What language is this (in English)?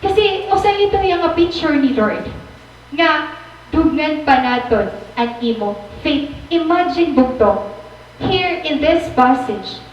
Waray